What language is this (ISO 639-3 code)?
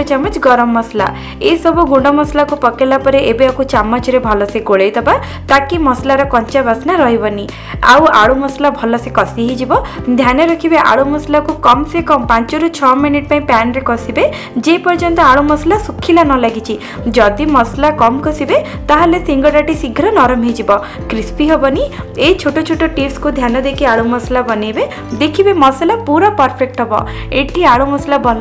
ori